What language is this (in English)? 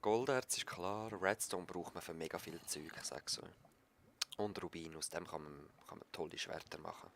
Swiss German